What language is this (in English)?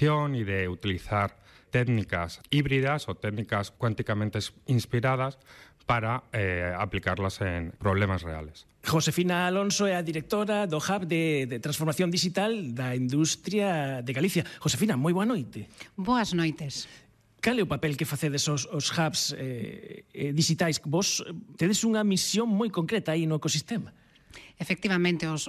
Galician